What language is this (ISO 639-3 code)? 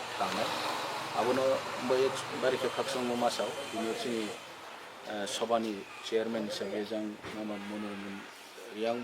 trp